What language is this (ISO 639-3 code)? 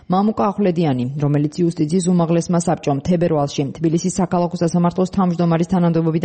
kat